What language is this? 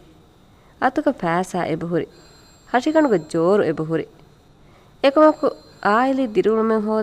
Divehi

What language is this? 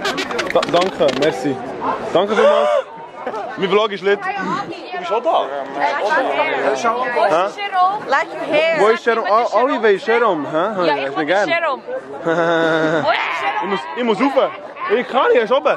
Swiss German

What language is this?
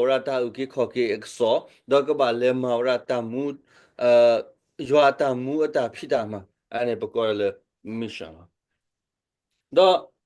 S'gaw Karen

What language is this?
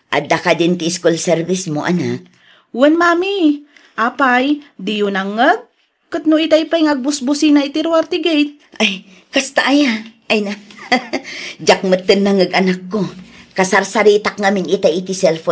Iloko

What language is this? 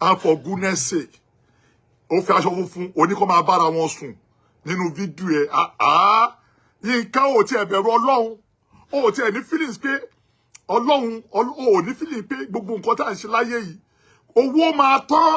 Yoruba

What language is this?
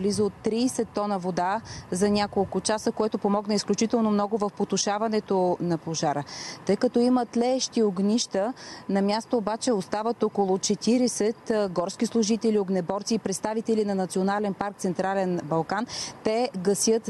Bulgarian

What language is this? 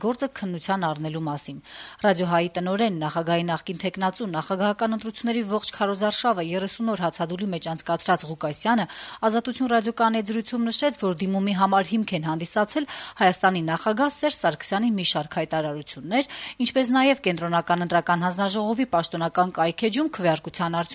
Armenian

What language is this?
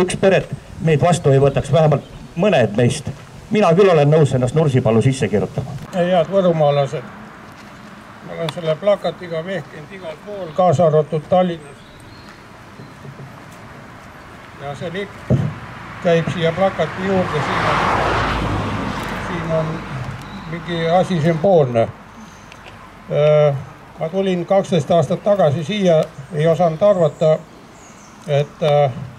Estonian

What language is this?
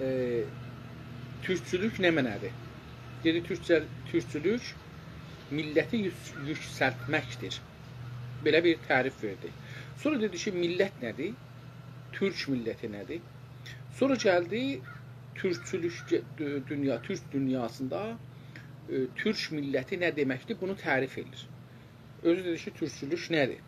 South Azerbaijani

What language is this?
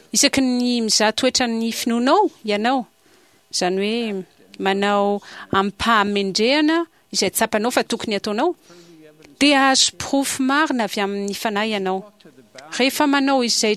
Malagasy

